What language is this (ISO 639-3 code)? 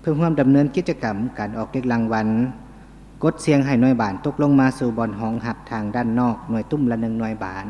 lao